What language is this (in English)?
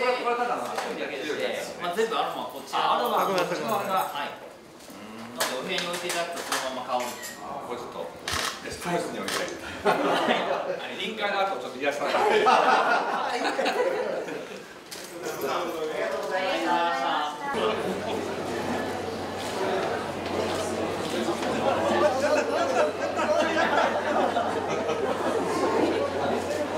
Japanese